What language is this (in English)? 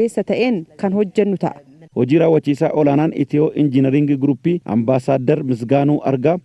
Oromo